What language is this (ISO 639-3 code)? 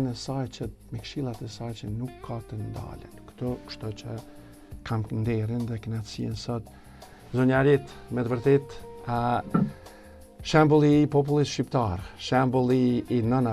sqi